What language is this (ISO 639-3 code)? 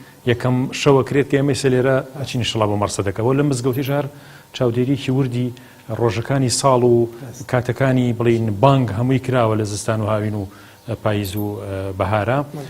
ckb